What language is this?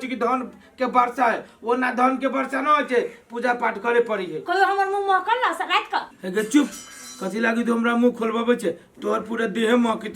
Maithili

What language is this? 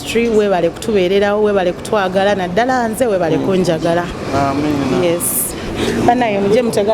Ganda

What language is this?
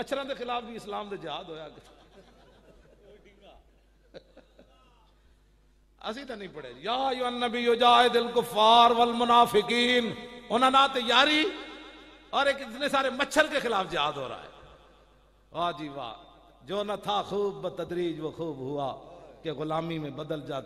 Western Panjabi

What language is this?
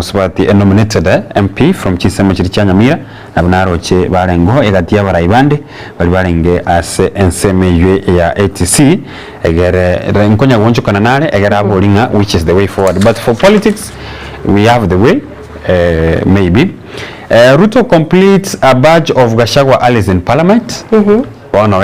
Gusii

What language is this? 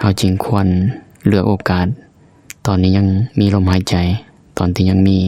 Lao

